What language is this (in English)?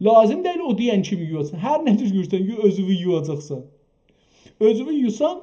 South Azerbaijani